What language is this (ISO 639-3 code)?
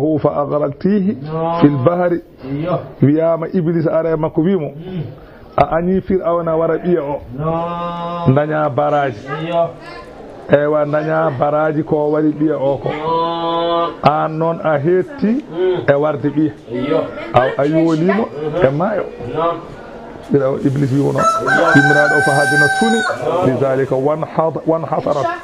ful